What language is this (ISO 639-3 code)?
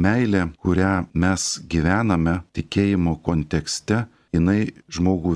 lit